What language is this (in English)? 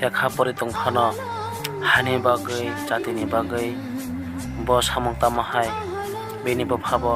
Kok Borok